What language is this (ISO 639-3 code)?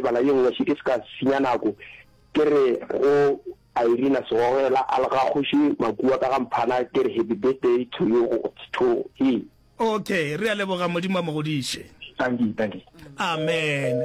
nso